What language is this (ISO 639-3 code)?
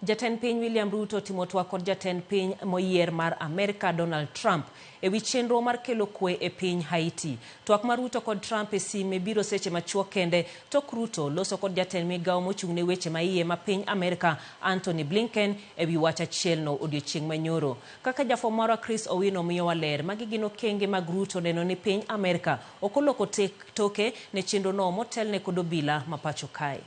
luo